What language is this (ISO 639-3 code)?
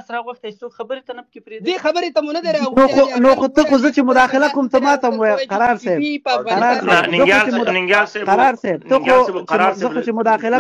pus